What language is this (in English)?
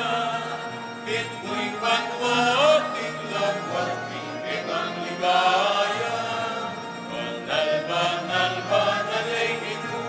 Pampanga